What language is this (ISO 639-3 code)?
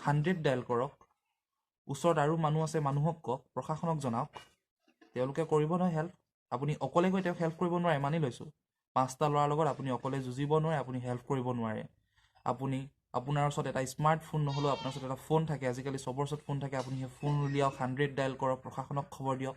asm